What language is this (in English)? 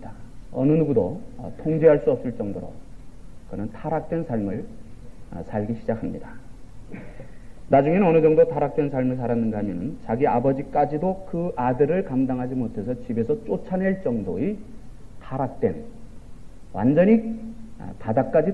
Korean